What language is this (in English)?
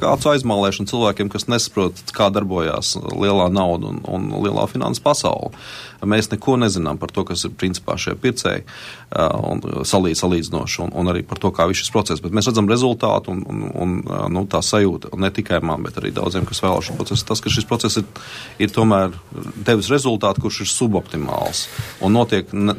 Latvian